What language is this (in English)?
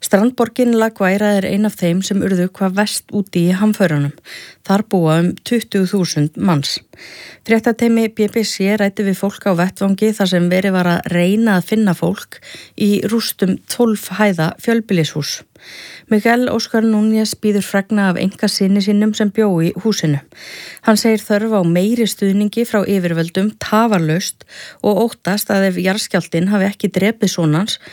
Icelandic